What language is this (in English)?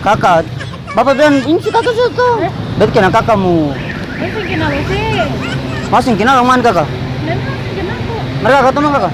Ambonese Malay